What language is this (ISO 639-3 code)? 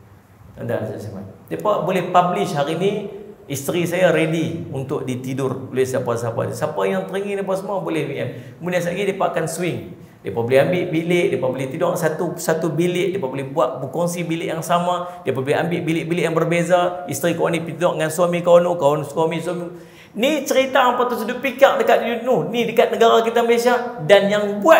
msa